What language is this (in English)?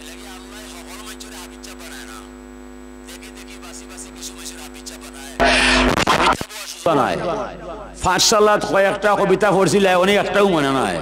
Sylheti